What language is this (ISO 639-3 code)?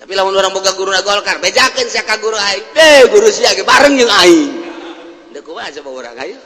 sun